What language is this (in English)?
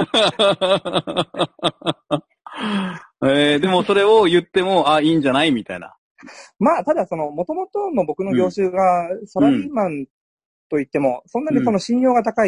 Japanese